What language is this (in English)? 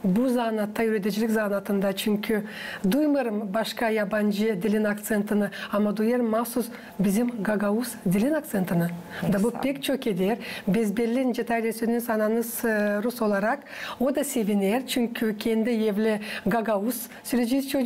Gagauz